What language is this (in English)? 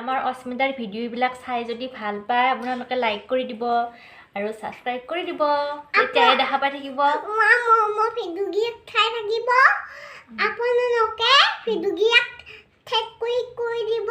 Assamese